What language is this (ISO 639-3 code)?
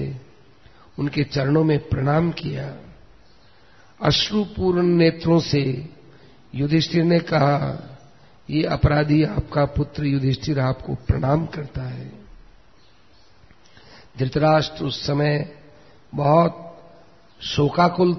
hin